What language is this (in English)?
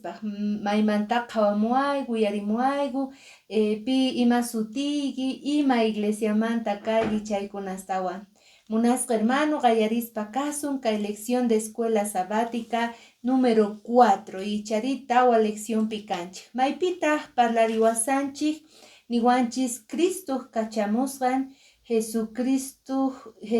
Quechua